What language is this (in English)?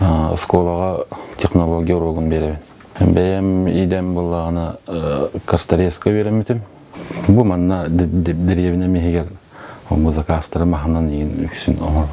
Yakut